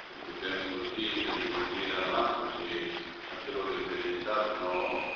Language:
Romanian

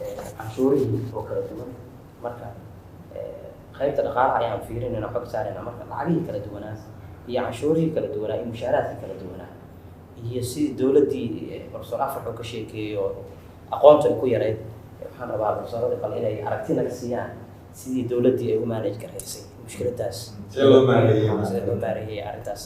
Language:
Somali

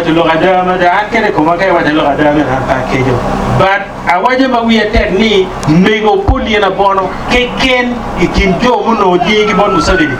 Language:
Acoli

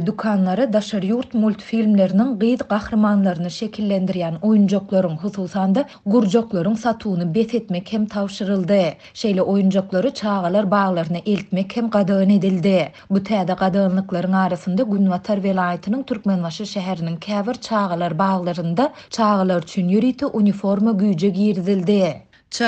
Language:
Turkmen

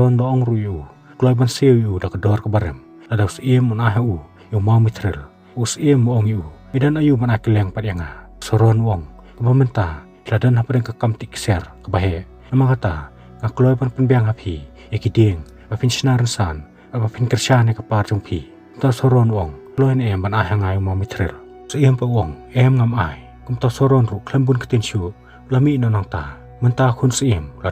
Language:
Khasi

